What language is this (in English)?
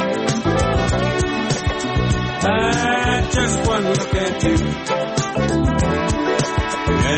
Persian